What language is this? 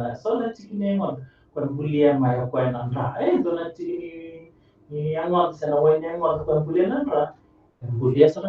Fijian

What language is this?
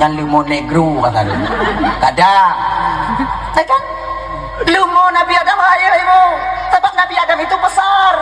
Achinese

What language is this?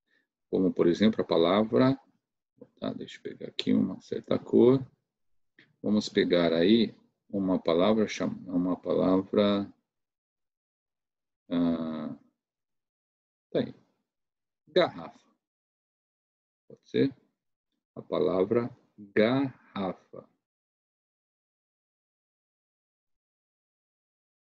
Portuguese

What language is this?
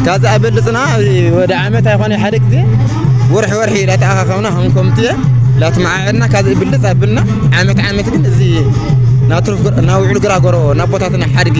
Tigrinya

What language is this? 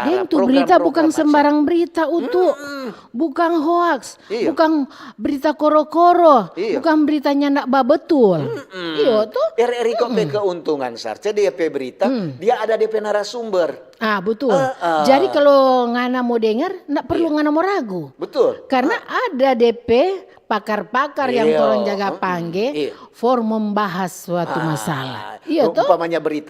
Manado Malay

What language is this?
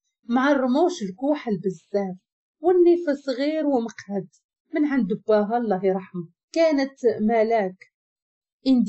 Moroccan Arabic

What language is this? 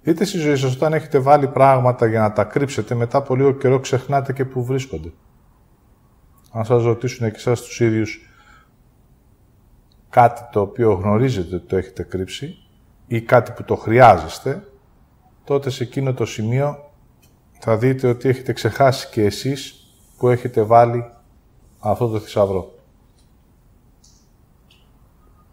Greek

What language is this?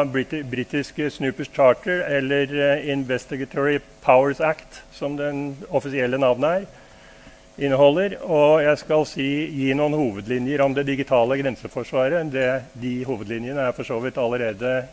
Norwegian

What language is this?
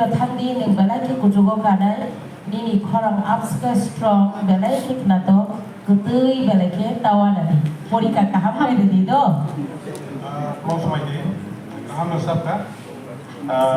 Kok Borok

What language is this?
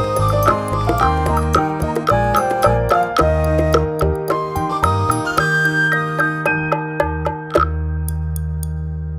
Saraiki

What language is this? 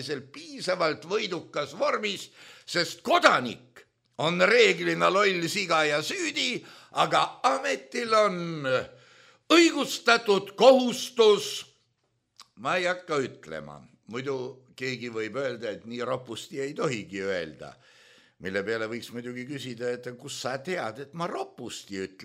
Estonian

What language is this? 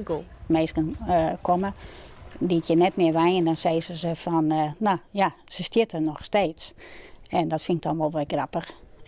Western Frisian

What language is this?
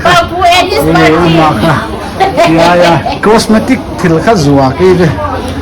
Paite Chin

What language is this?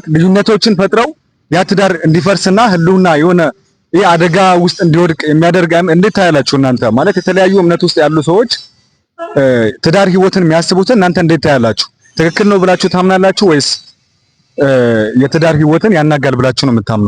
Amharic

